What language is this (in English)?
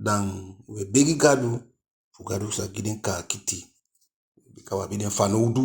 Eastern Maroon Creole